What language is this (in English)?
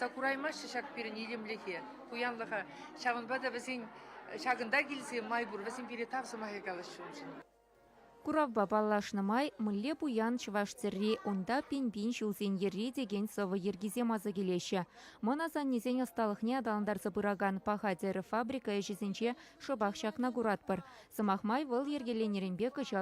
Chuvash